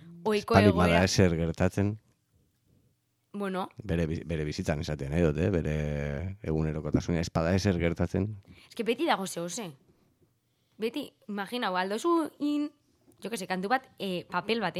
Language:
Basque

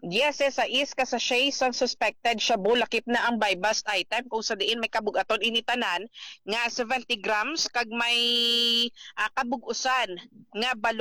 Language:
Hiligaynon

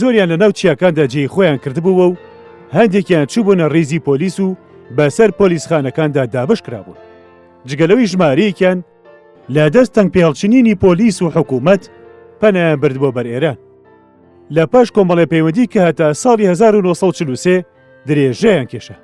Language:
Central Kurdish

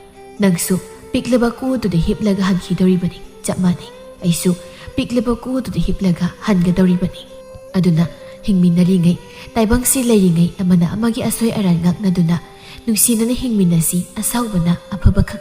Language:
Manipuri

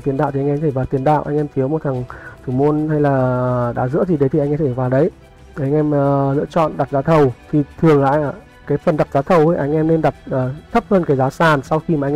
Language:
Vietnamese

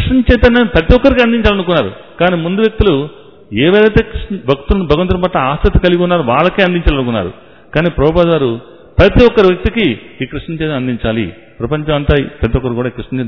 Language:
Telugu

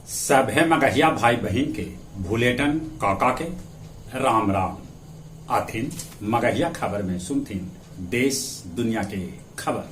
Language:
Magahi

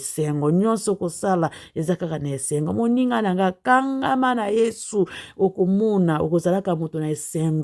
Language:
Lingala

